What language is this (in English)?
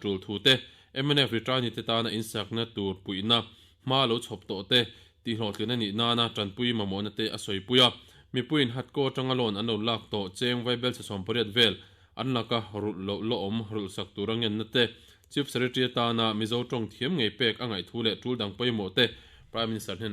Mizo